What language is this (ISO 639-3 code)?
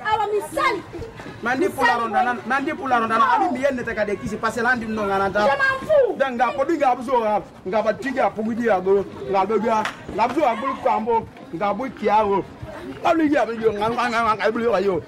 ful